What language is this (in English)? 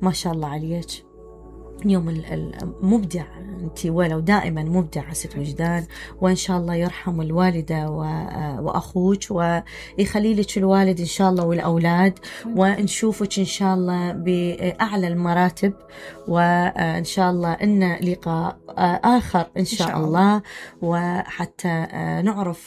Mesopotamian Arabic